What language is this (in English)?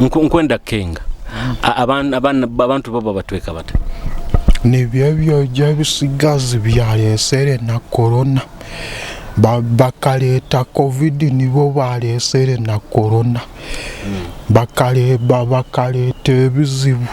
Nyoro